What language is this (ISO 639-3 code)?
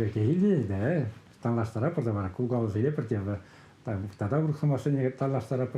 chv